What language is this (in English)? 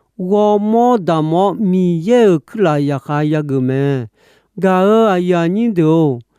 Akha